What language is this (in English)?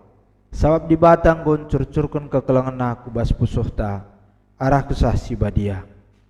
Batak Karo